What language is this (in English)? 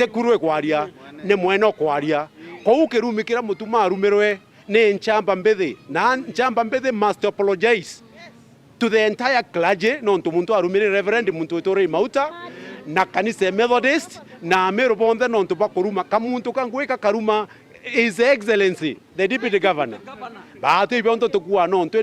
Meru